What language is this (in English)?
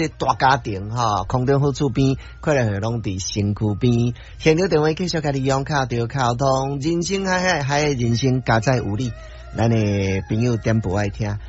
Min Nan Chinese